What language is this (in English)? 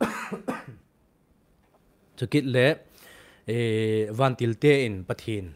Thado Chin